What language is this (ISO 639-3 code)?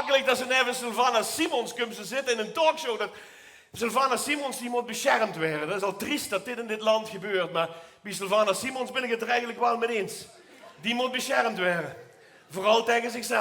lim